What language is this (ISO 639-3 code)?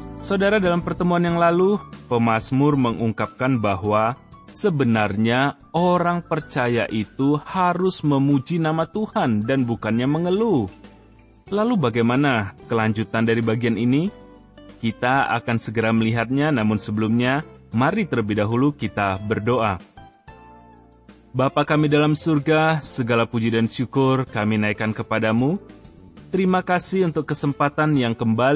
ind